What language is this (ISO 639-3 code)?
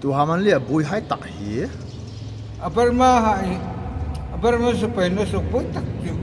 hmr